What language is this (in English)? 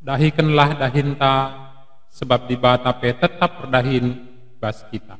Batak Karo